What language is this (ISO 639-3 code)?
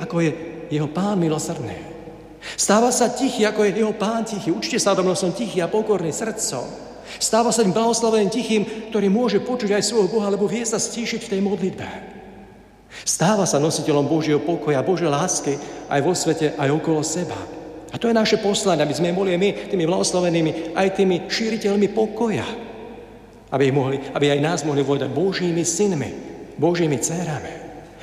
slk